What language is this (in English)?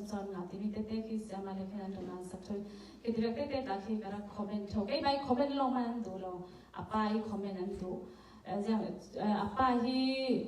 Falam Chin